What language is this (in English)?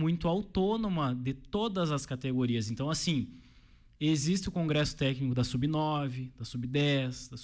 Portuguese